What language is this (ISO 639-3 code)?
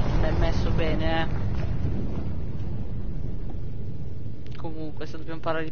ita